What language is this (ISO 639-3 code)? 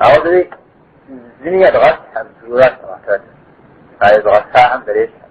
kbd